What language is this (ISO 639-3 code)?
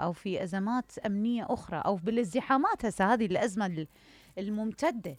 acm